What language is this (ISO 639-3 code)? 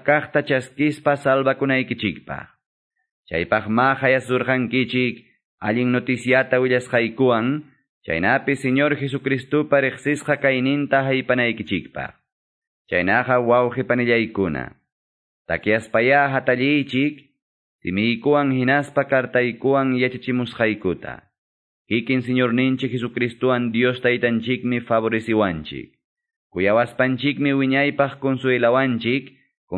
que